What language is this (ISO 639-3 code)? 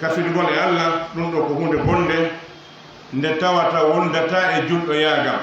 fuf